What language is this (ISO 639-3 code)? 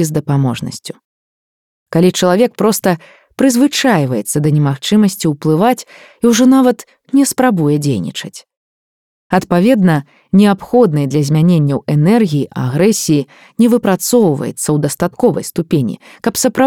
bel